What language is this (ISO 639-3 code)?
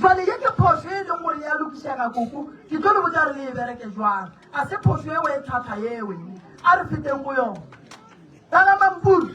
nso